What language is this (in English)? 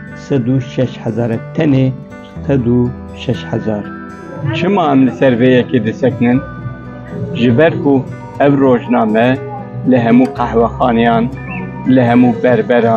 Kurdish